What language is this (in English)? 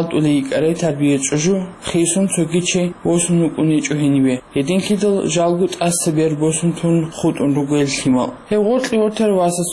Avaric